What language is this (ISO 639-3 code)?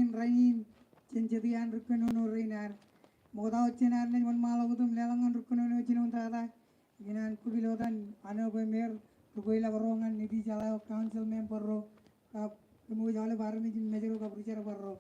mah